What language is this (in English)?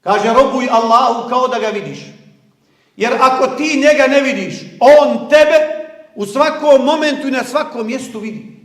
Bosnian